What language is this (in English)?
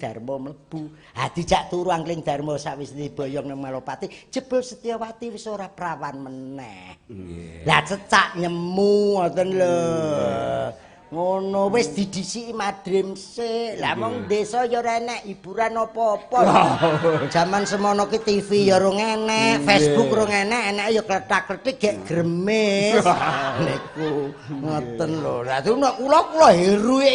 Javanese